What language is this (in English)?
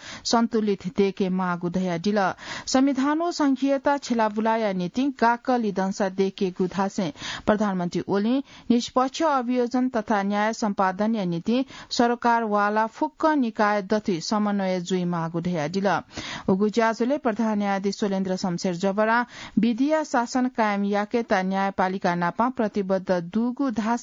Newari